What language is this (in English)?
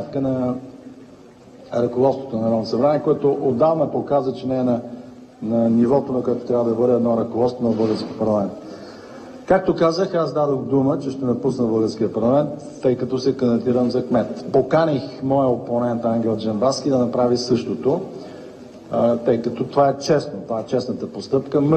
Bulgarian